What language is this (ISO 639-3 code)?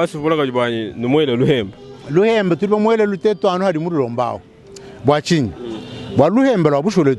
lua